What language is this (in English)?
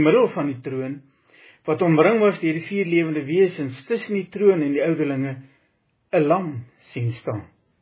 Afrikaans